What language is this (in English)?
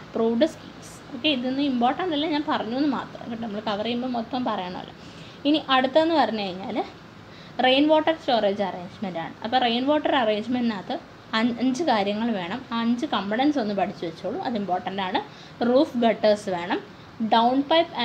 Malayalam